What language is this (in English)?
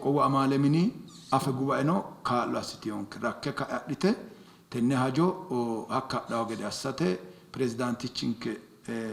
Sidamo